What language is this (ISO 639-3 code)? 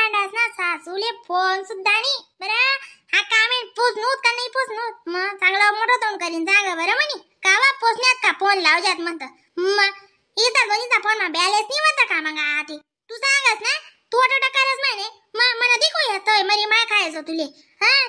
khn